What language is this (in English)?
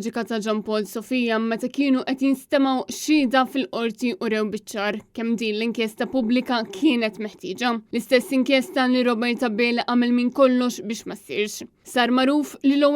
Maltese